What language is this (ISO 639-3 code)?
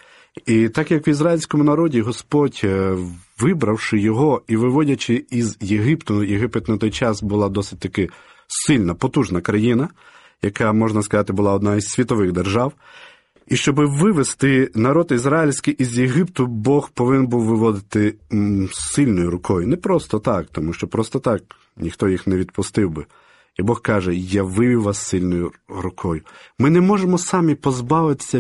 ukr